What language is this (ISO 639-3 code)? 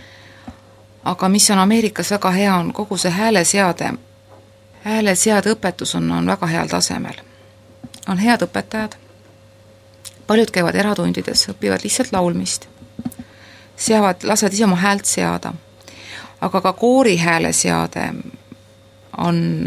est